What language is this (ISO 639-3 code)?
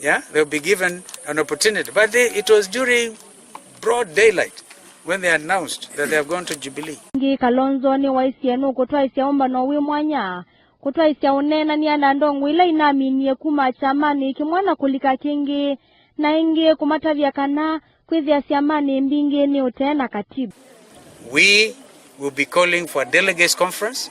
kam